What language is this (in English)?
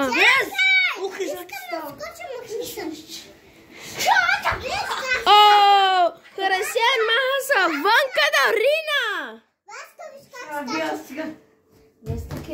Bulgarian